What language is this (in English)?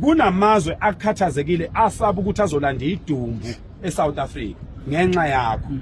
Zulu